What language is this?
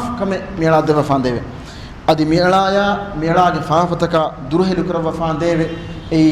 Divehi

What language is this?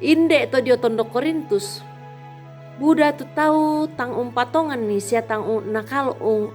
Toraja-Sa'dan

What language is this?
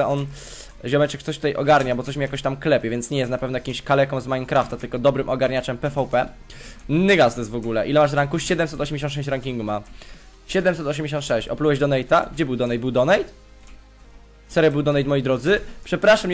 Polish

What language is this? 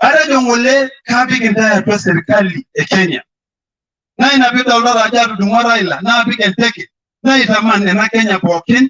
Masai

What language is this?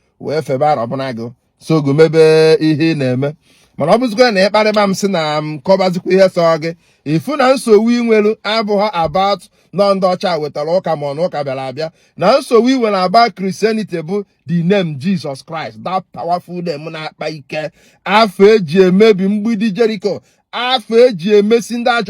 Igbo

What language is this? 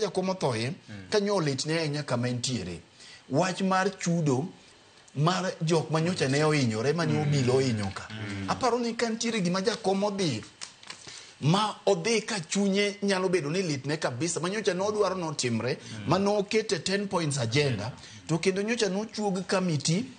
Luo (Kenya and Tanzania)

